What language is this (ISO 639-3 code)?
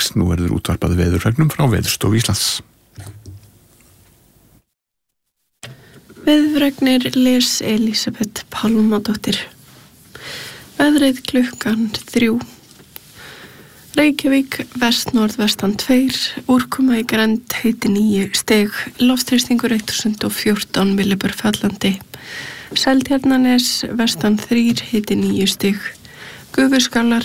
isl